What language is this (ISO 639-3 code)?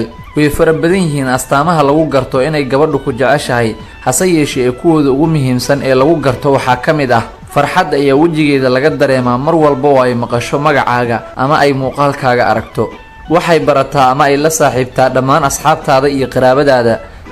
som